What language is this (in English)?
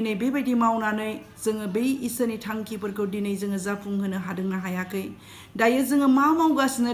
Bodo